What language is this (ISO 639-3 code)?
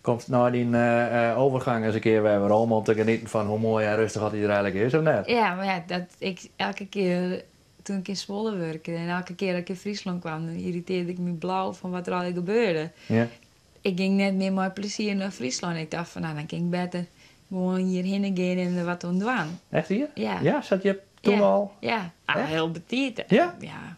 fry